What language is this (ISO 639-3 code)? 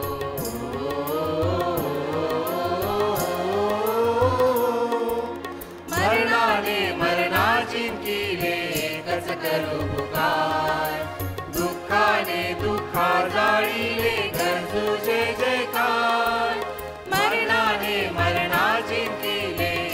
mar